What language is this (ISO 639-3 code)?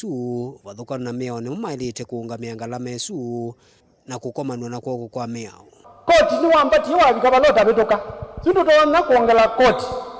kam